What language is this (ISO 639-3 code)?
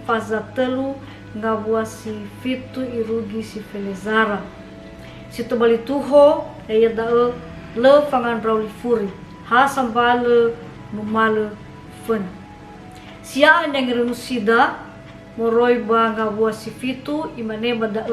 nia